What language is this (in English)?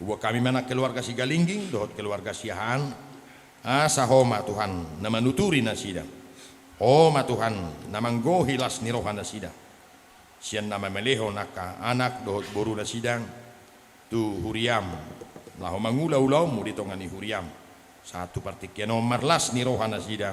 Batak Toba